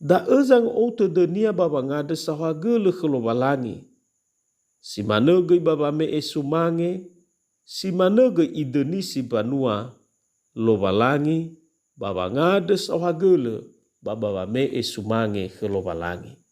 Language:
Nias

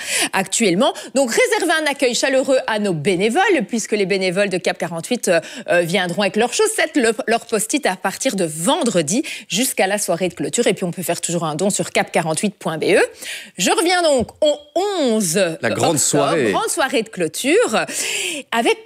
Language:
French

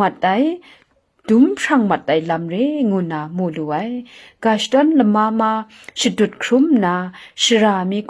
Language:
Kachin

